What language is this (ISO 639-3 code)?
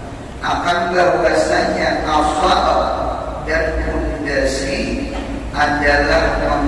bjn